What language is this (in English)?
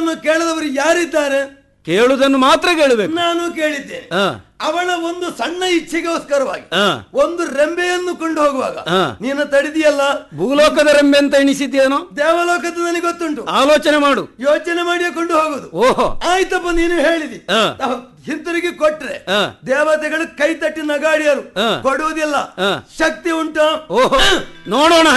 Kannada